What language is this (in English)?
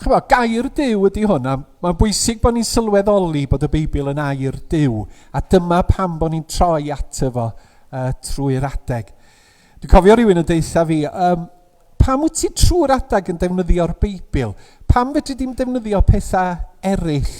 Welsh